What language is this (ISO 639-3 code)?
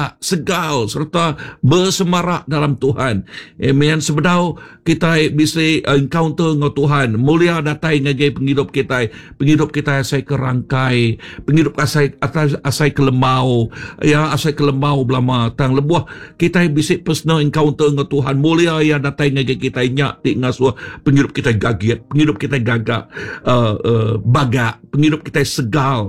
iba